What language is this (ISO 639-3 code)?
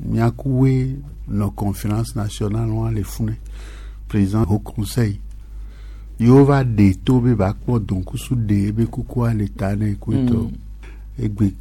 gej